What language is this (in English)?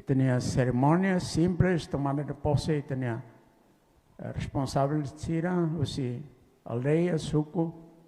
Tetum